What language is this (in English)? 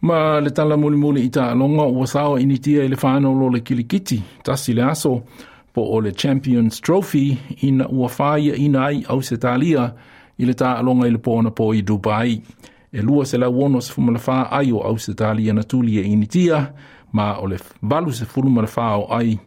Samoan